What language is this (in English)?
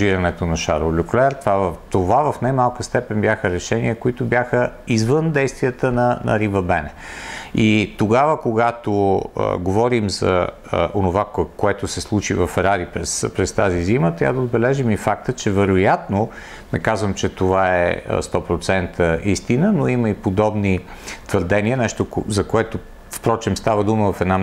Bulgarian